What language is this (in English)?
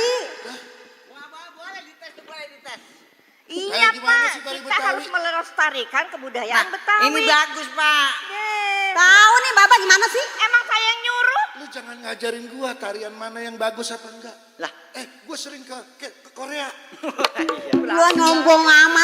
Betawi